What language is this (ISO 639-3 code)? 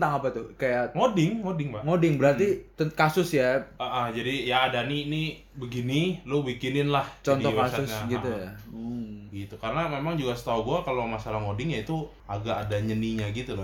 ind